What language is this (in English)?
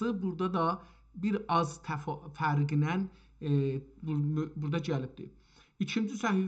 South Azerbaijani